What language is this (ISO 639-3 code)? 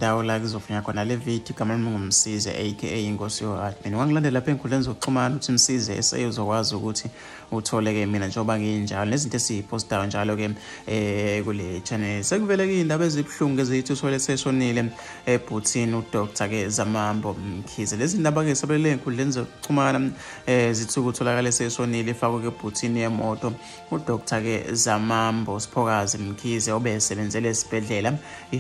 zul